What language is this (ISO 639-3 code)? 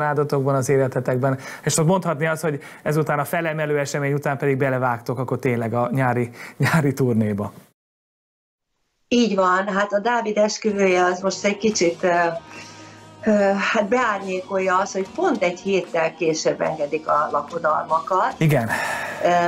hun